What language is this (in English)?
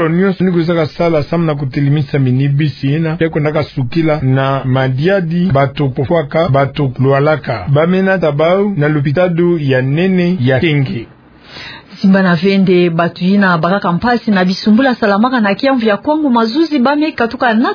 Kituba (Democratic Republic of Congo)